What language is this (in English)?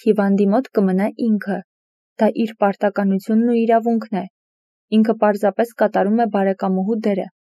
Armenian